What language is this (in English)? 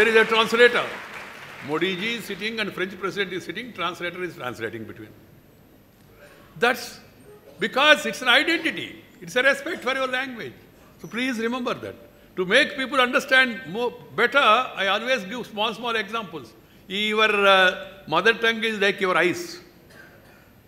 English